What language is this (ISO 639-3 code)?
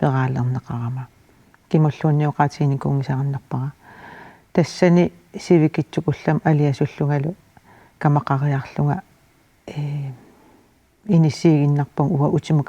kal